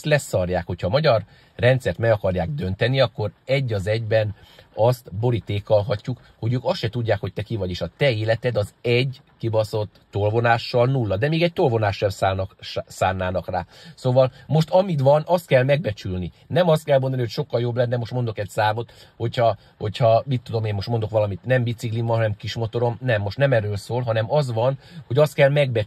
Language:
Hungarian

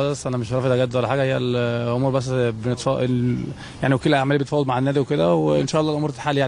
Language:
Egyptian Arabic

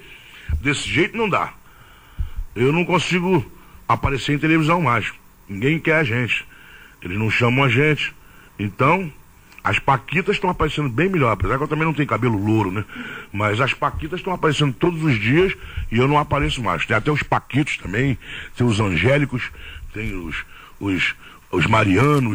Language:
Portuguese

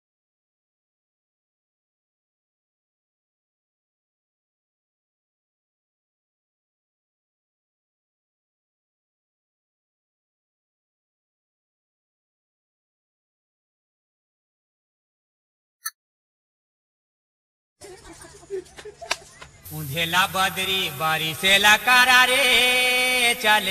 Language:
Chhattisgarhi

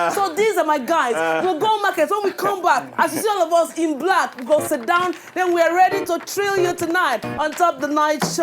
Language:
Nigerian Pidgin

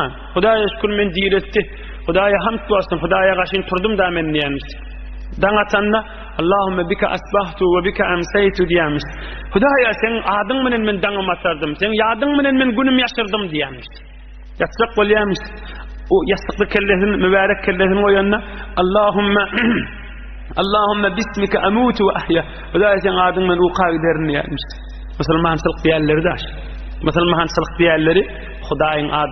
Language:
Turkmen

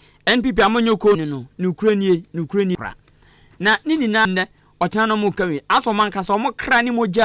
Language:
Akan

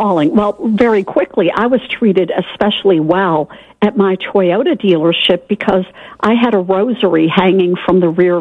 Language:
English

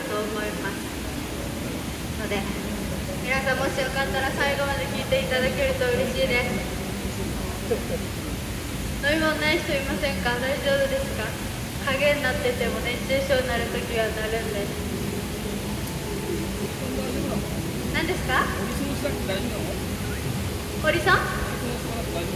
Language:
Japanese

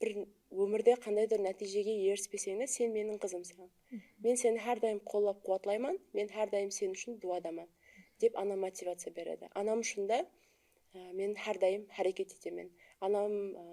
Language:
Kara-Kalpak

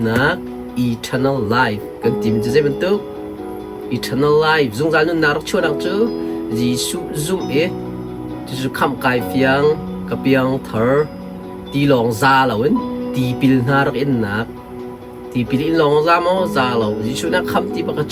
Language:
Hakha Chin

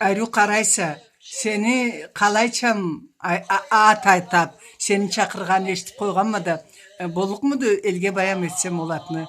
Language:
Karachay-Balkar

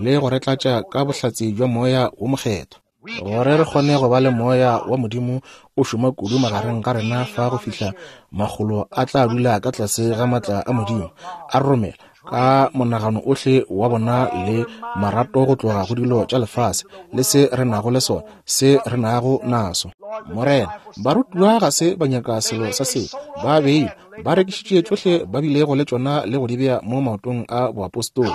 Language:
Northern Sotho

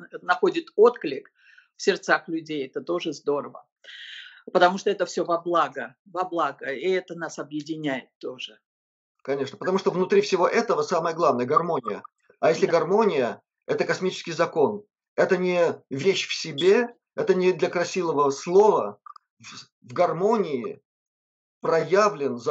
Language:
Russian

